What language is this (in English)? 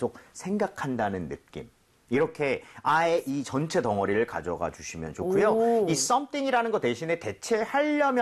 Korean